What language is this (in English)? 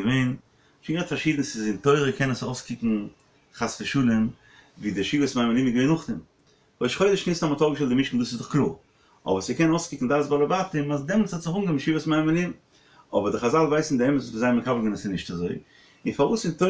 Yiddish